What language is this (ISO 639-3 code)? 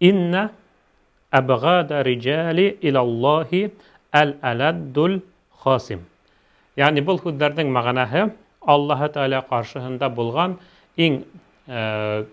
bak